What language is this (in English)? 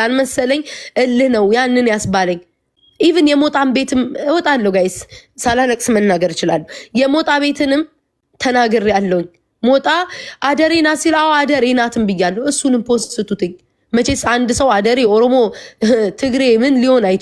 Amharic